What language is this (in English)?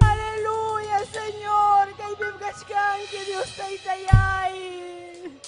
Ayacucho Quechua